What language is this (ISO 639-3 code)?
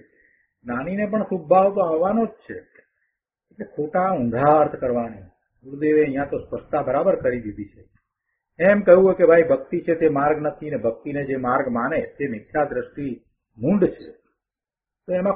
guj